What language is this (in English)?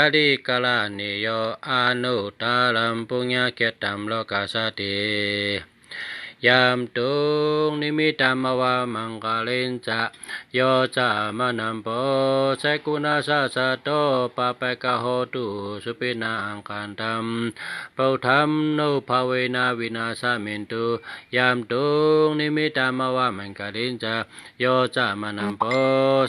Shan